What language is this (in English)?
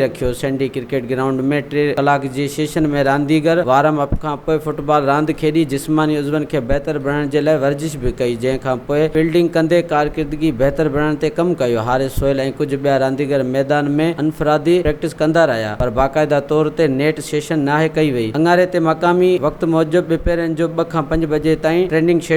Sindhi